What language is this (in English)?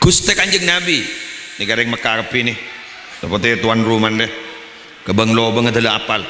Madurese